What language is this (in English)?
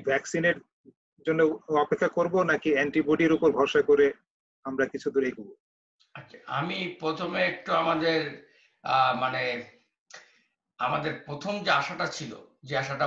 Bangla